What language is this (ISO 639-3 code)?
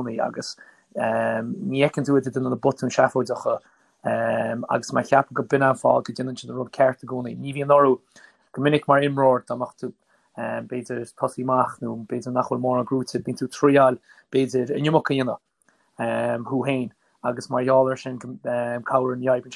gle